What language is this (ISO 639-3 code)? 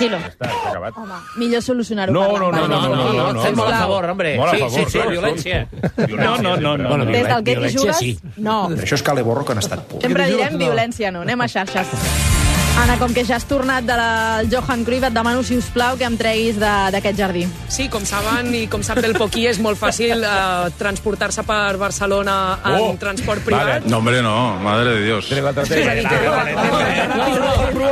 cat